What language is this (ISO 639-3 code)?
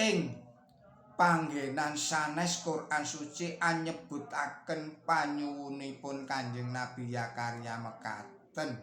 jav